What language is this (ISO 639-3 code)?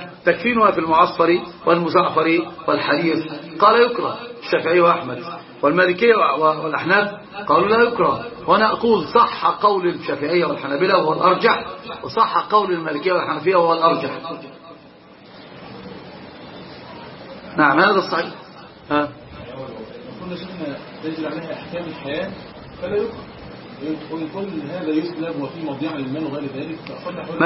ara